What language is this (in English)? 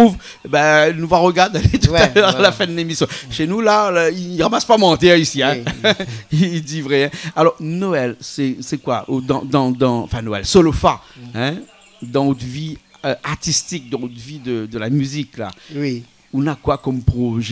Réunion Creole French